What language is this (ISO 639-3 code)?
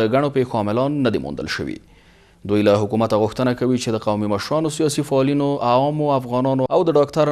pus